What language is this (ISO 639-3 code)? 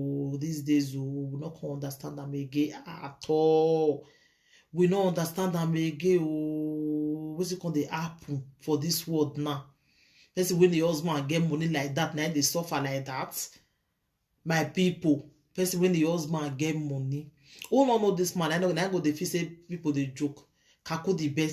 pcm